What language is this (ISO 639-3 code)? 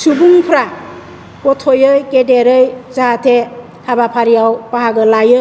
brx